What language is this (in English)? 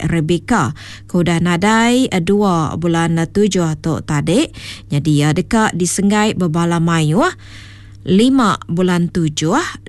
Iban